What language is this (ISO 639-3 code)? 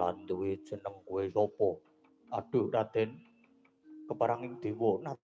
jav